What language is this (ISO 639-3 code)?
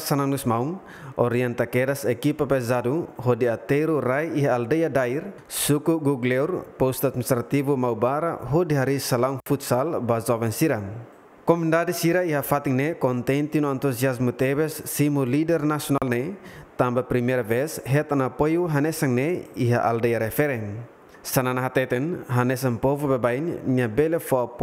tet